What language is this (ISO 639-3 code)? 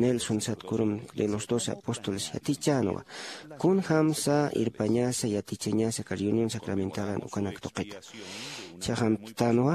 aym